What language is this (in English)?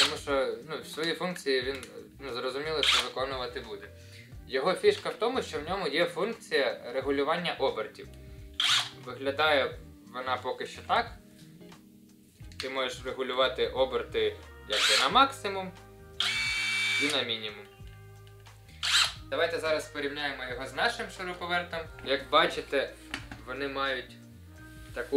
Ukrainian